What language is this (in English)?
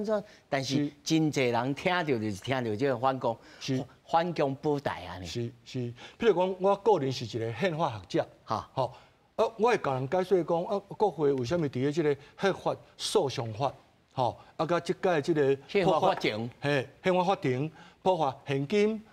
Min Nan Chinese